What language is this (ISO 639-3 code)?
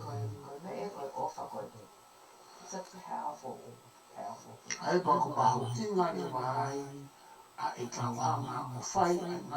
ton